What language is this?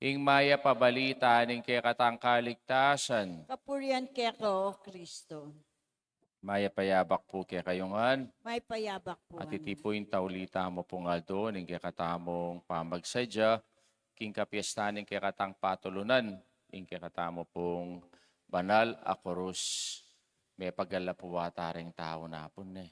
Pampanga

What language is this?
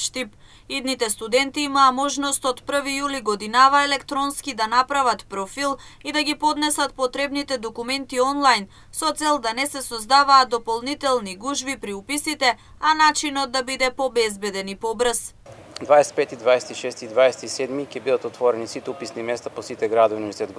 Macedonian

